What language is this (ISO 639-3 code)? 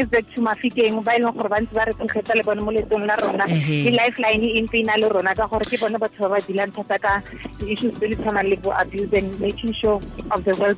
tsn